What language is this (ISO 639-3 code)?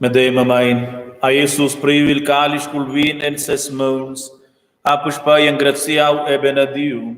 roh